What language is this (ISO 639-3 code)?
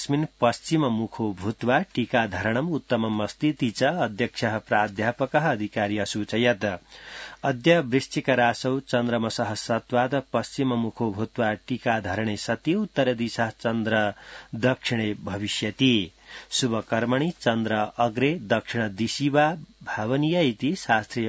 san